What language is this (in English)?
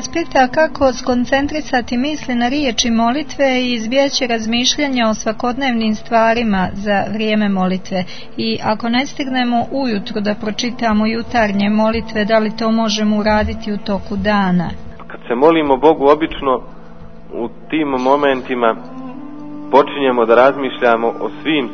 Serbian